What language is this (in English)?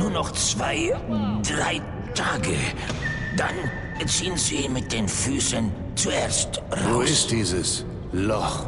Bavarian